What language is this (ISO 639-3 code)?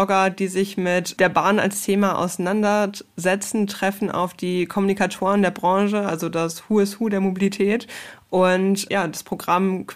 deu